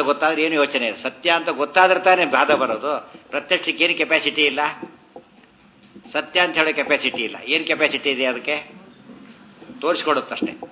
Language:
Kannada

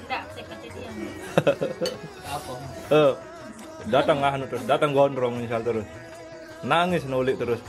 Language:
Sasak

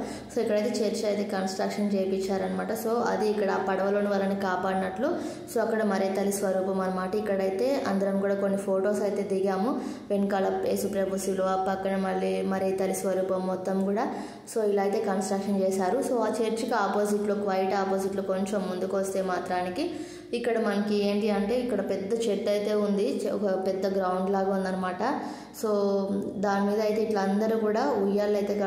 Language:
Telugu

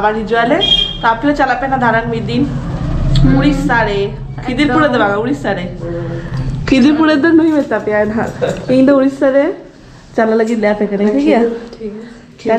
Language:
Santali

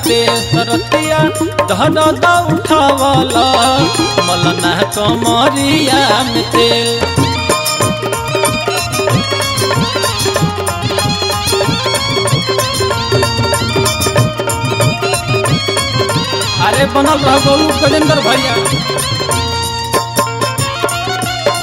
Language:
Bhojpuri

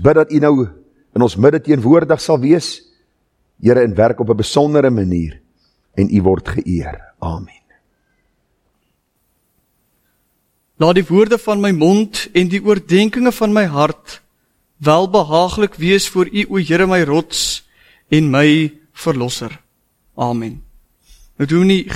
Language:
Afrikaans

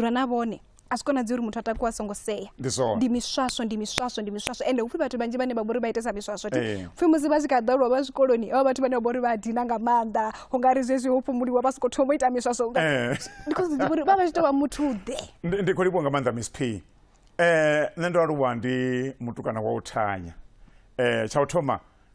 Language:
Venda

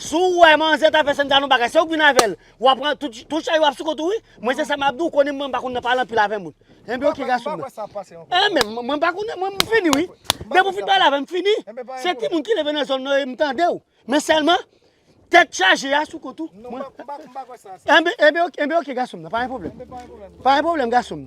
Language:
Haitian Creole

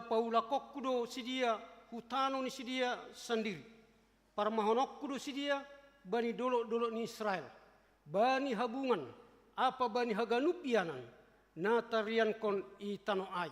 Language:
Batak Simalungun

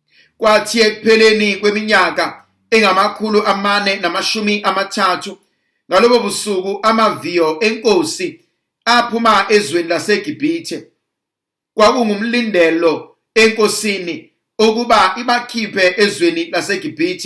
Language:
Zulu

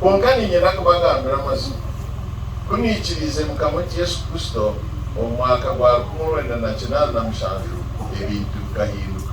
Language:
Nyankole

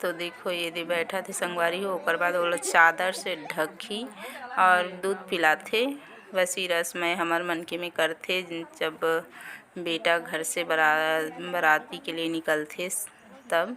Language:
Chhattisgarhi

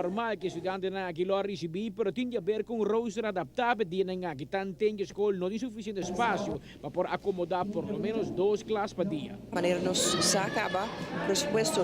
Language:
Papiamento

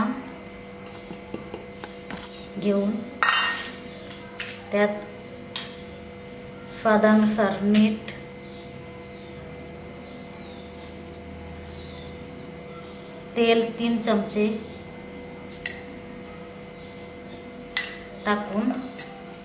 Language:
Marathi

